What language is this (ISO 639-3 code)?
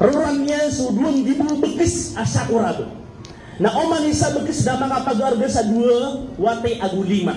mrw